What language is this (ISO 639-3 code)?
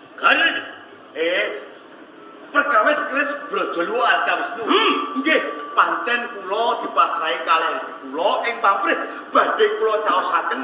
jav